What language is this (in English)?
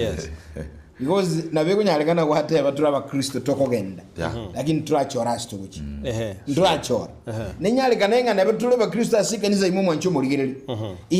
Gusii